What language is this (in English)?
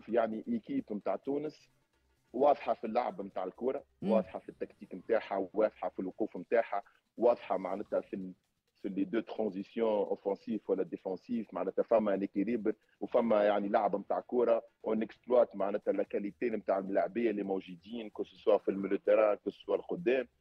Tunisian Arabic